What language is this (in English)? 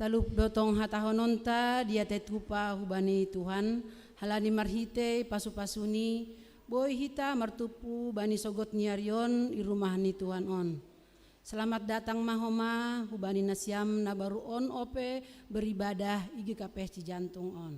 Batak Simalungun